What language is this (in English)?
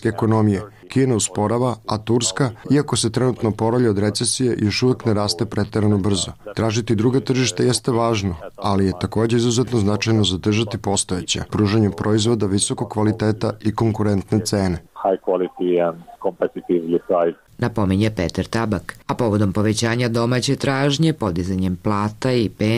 Serbian